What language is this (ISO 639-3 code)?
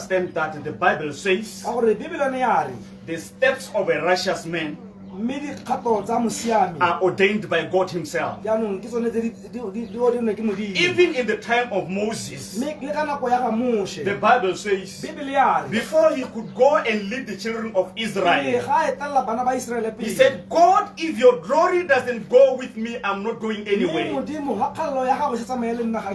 tsn